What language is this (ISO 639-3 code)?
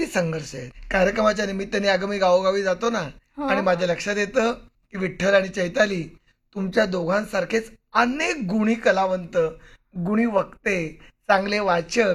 mar